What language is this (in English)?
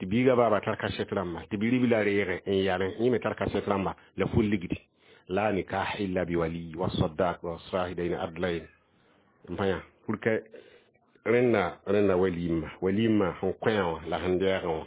Mossi